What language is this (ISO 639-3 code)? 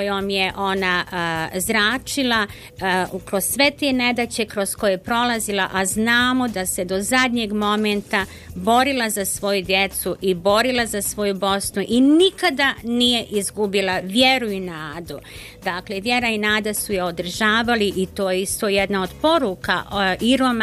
bos